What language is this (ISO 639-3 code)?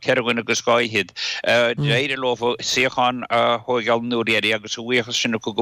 gle